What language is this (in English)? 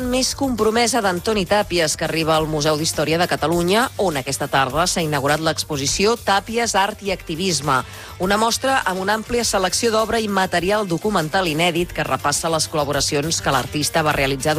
Catalan